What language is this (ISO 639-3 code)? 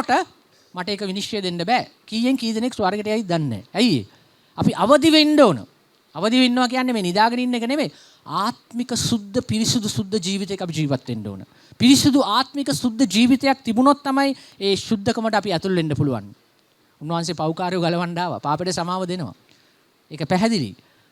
sin